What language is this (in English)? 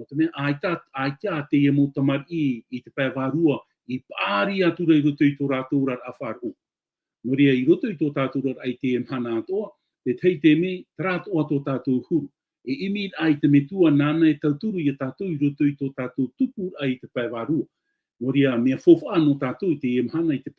Tahitian